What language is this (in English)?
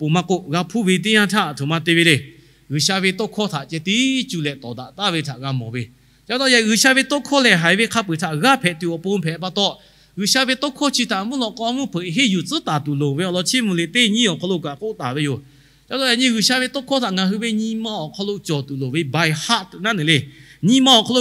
Lahu